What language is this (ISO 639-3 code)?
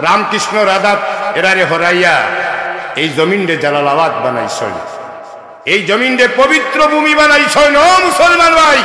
syl